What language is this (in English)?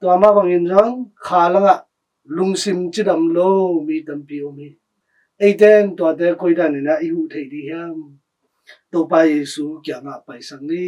Tedim Chin